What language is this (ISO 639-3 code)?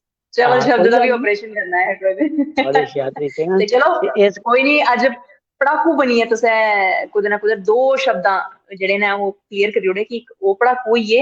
doi